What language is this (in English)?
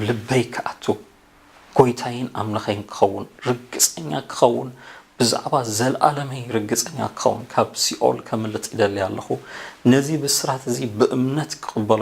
Tigrinya